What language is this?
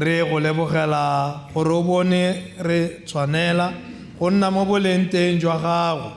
Tswana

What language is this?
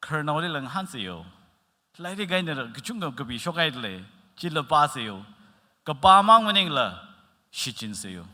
Tangkhul Naga (India)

